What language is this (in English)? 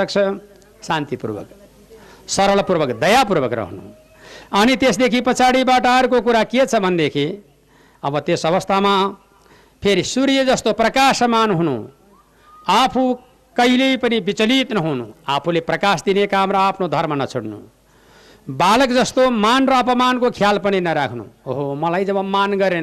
Nepali